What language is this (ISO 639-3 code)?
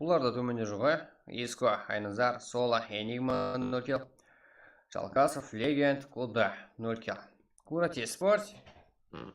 kaa